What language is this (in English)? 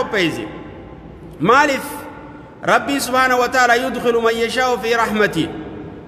Oromo